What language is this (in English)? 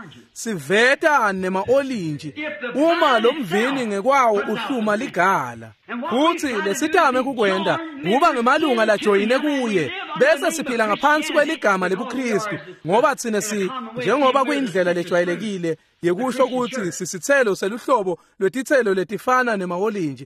Swati